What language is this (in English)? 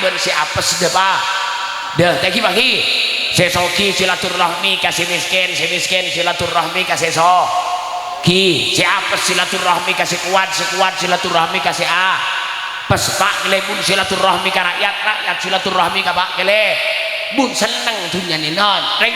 Madurese